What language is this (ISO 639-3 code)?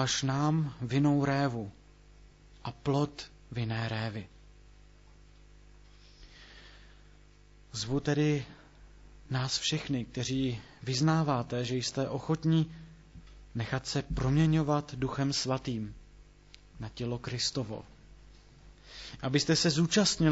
ces